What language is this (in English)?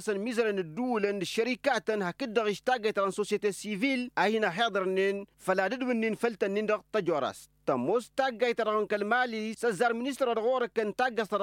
Tamasheq